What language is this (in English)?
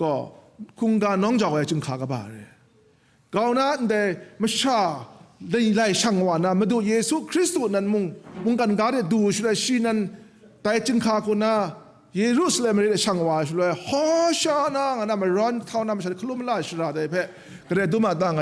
Kachin